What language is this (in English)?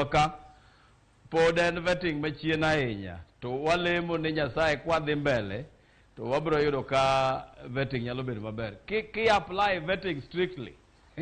Luo (Kenya and Tanzania)